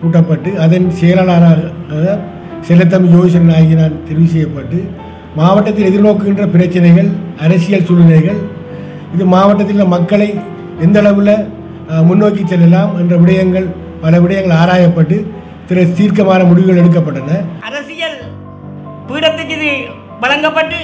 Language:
Tamil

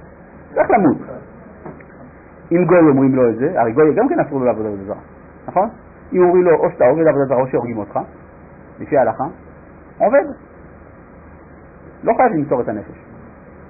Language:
Hebrew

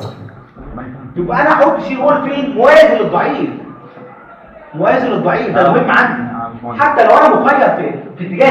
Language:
Egyptian Arabic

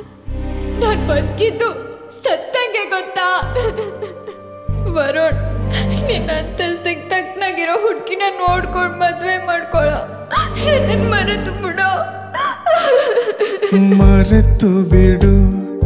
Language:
Kannada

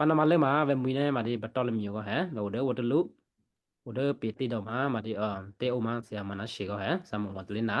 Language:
Western Kayah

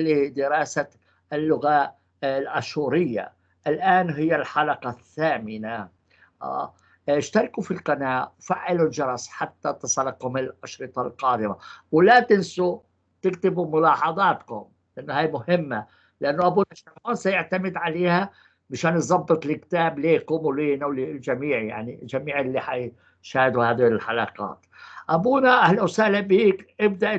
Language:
North Levantine Arabic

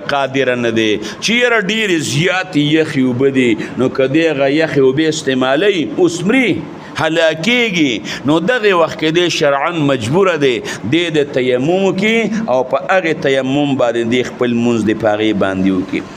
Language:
Pashto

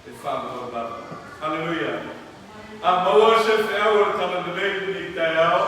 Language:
Samoan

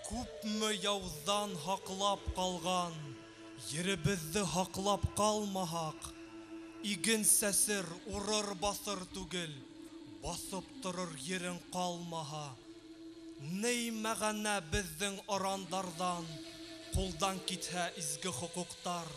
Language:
Bashkir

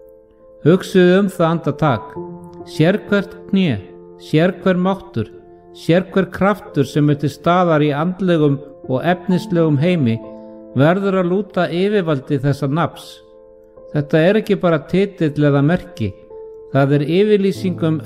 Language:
Icelandic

